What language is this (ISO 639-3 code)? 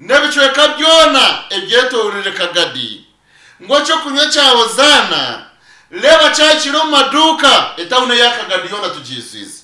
nyn